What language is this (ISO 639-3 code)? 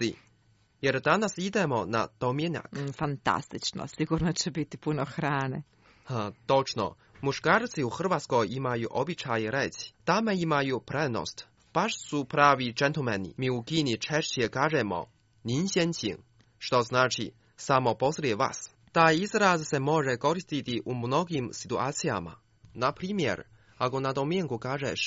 hrv